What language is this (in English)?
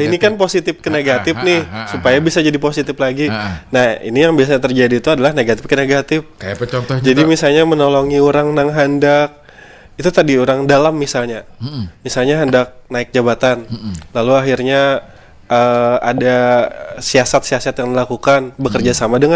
Banjar